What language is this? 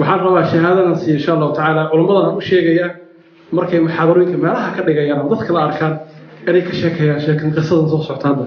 Somali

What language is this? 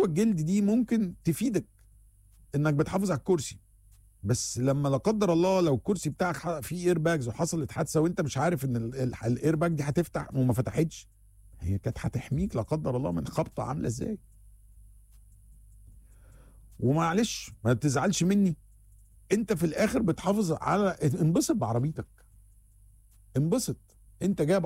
Egyptian Arabic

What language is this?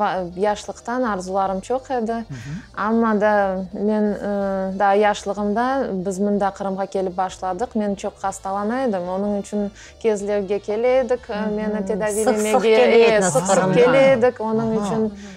Crimean Tatar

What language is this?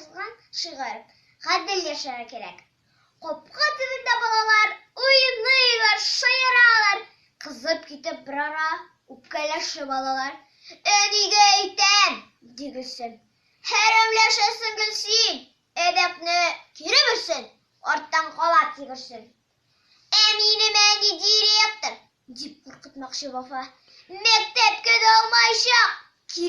Tatar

